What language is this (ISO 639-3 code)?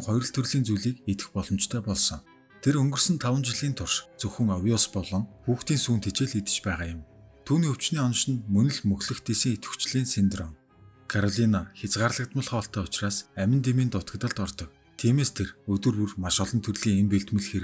mon